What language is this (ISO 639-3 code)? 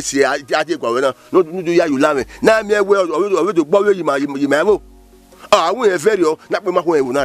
bin